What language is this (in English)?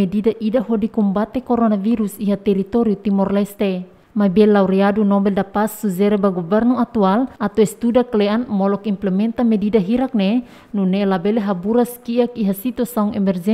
Tetum